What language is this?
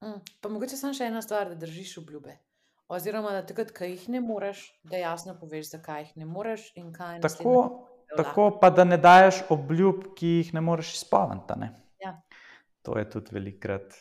Slovenian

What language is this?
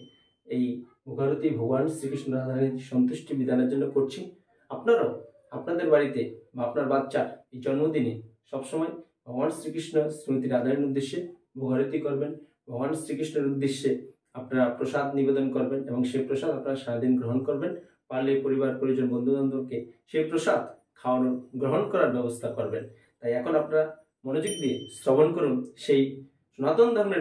Bangla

